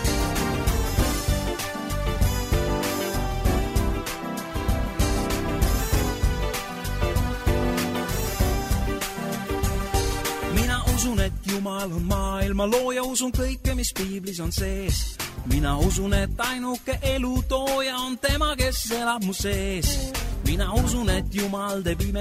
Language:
Estonian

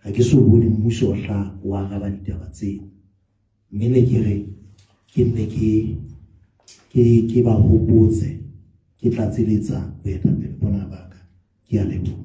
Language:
Southern Sotho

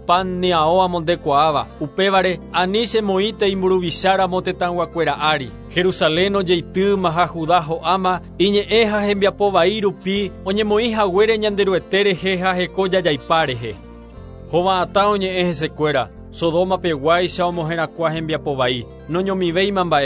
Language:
Guarani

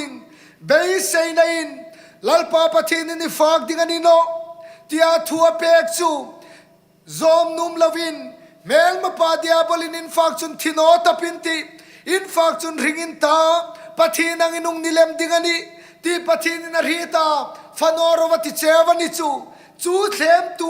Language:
Hmar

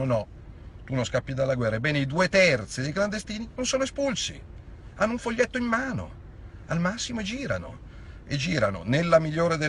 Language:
Italian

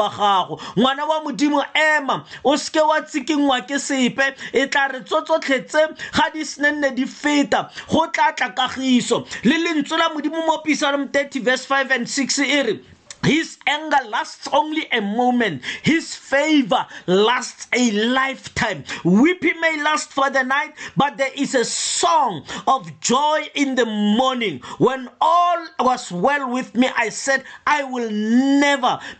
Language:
Tswana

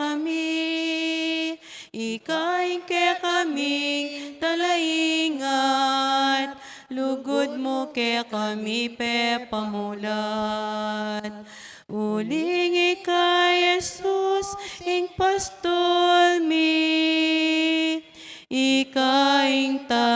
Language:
Pampanga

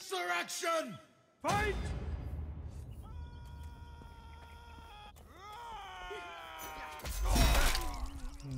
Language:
Turkish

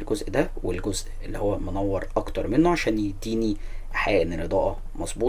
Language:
Egyptian Arabic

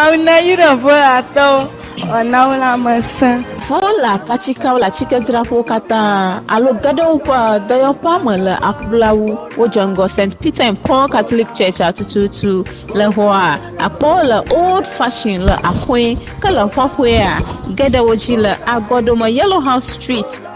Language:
Ewe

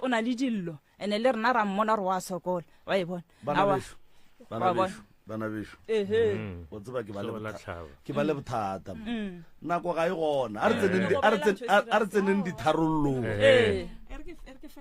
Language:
Northern Sotho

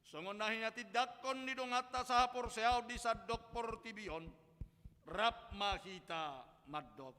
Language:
Batak Toba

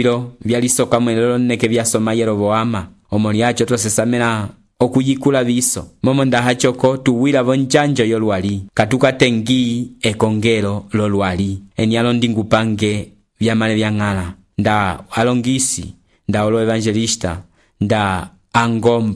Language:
Umbundu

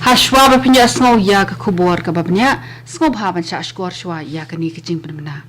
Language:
Khasi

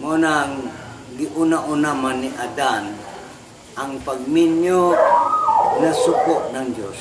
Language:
Cebuano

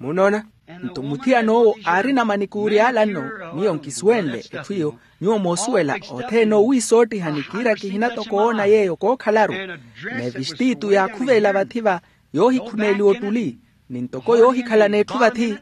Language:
Makhuwa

